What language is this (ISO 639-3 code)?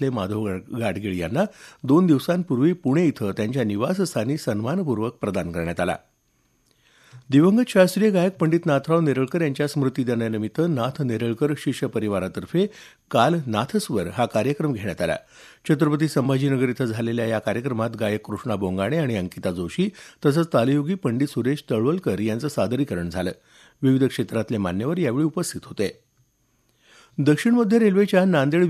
mar